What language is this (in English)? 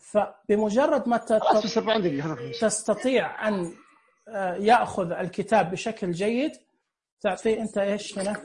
Najdi Arabic